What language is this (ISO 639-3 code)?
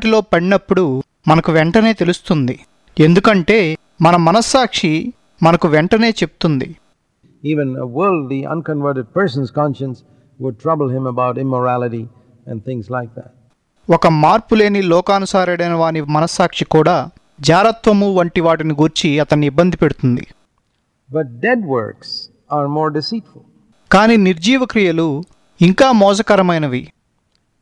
tel